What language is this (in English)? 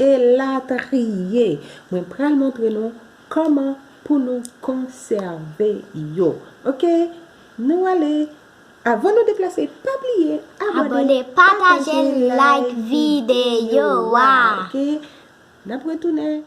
Haitian Creole